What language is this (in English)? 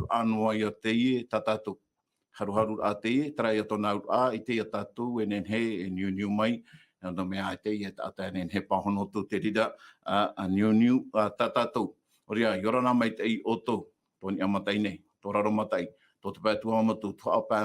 Tahitian